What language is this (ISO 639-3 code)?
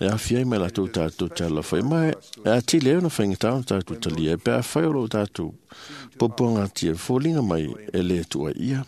smo